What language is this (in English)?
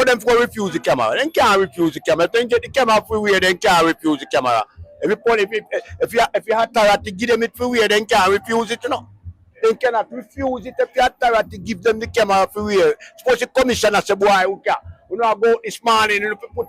Jamaican Creole English